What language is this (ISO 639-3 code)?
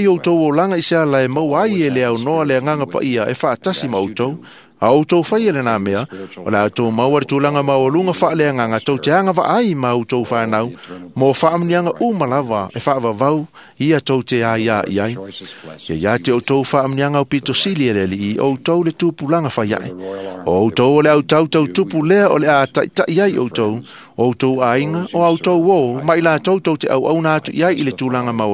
smo